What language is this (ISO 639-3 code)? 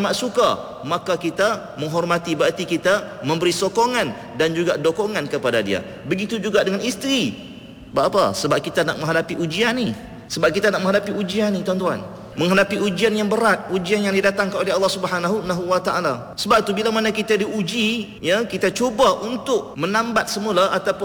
msa